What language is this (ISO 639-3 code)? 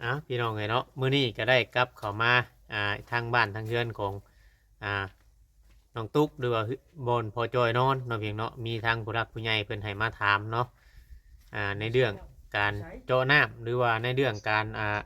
lao